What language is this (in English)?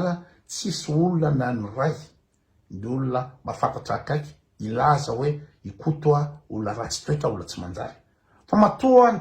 Malagasy